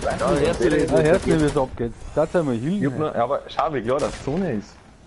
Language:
Bavarian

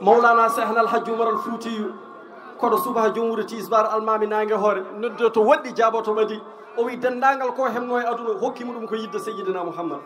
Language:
Fula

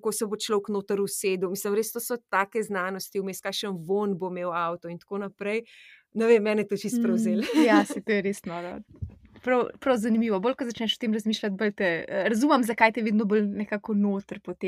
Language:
Slovenian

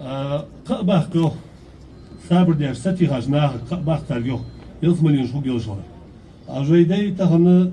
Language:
Ingush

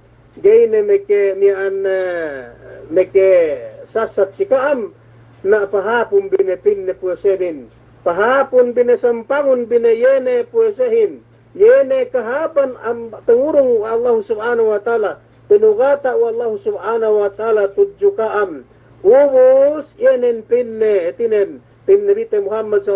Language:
Yakan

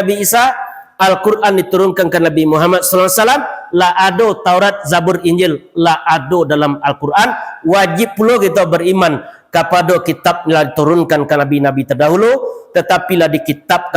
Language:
Minangkabau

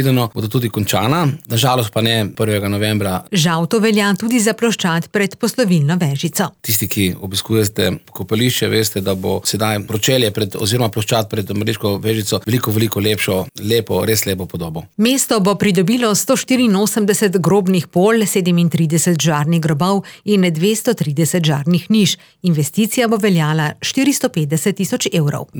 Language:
Slovenian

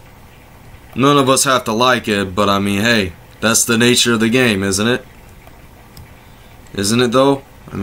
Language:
English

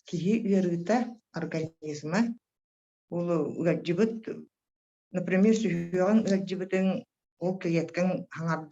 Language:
Yakut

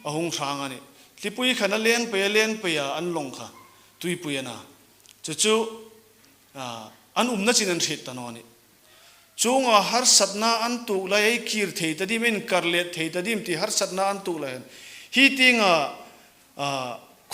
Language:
Hmar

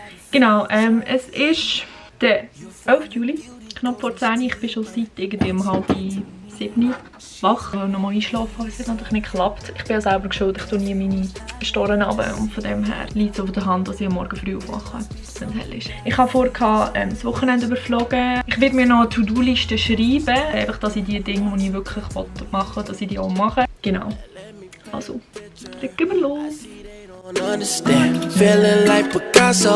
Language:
Swiss German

